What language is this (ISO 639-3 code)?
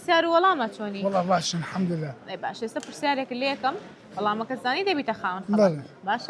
ckb